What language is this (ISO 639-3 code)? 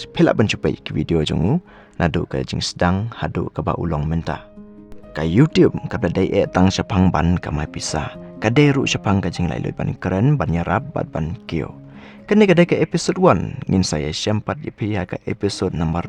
kha